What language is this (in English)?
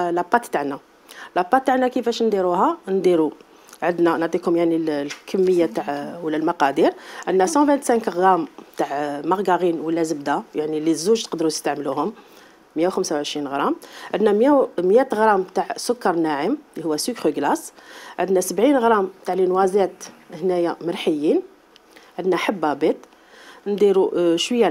Algerian Arabic